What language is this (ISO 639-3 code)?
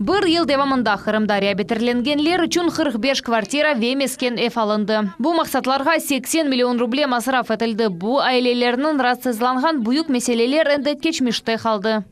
crh